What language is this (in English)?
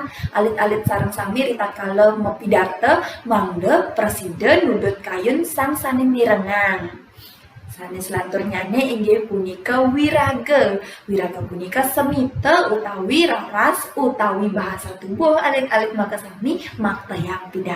Balinese